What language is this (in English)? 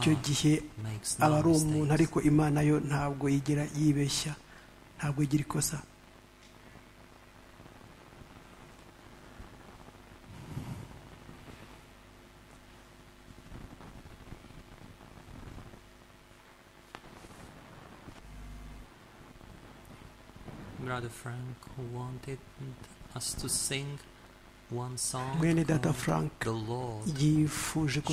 Kinyarwanda